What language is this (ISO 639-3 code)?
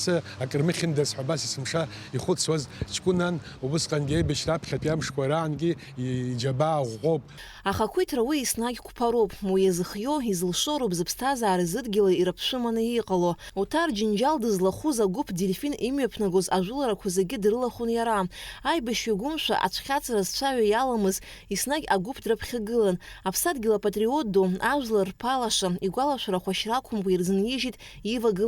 abk